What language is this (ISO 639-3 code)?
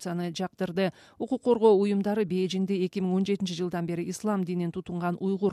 kir